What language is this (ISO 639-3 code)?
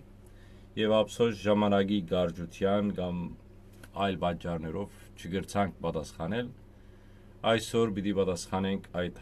hyw